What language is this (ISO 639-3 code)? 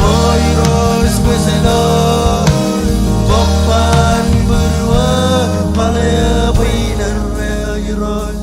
mah